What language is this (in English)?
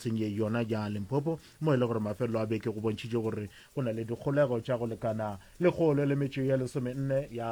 Northern Sotho